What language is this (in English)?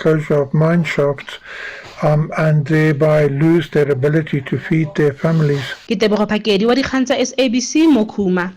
Northern Sotho